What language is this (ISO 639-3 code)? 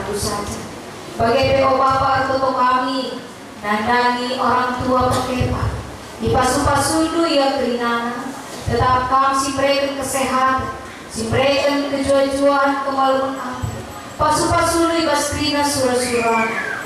btx